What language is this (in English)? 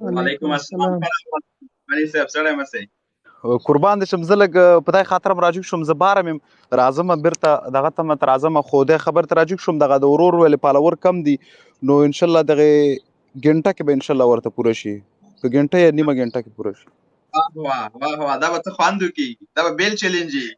Pashto